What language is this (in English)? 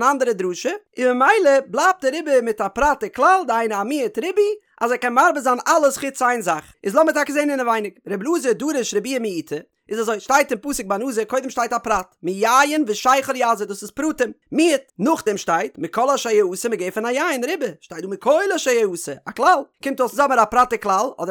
Yiddish